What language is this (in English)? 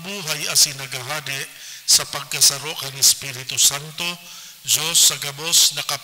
Bikol